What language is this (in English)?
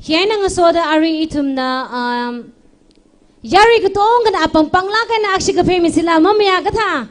Tangkhul Naga (India)